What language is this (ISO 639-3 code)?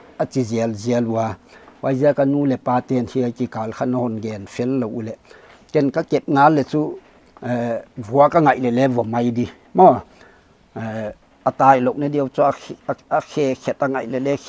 pck